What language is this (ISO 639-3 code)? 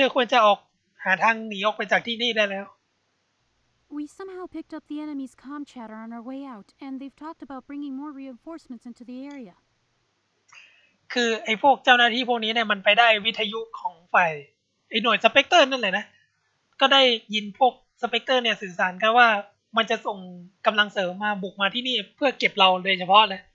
tha